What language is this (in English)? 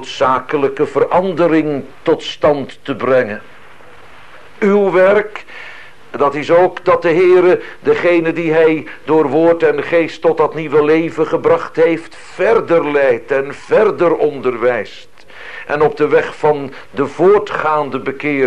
Dutch